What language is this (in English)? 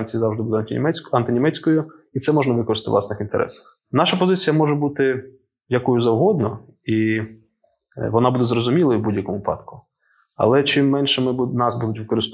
Ukrainian